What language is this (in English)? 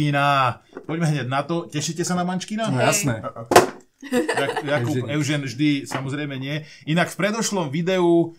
Slovak